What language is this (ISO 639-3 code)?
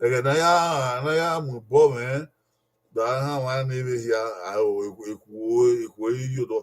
bin